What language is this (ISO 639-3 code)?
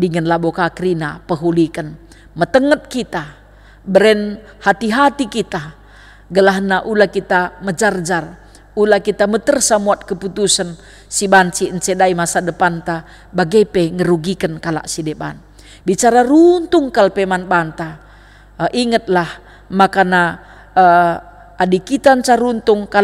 btx